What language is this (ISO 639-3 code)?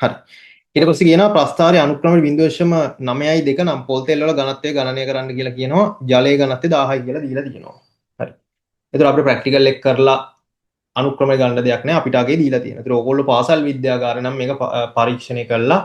sin